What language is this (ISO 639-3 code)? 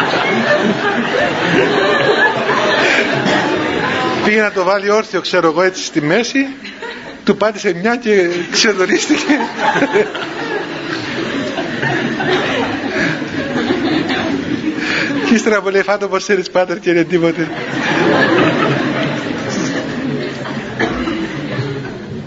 ell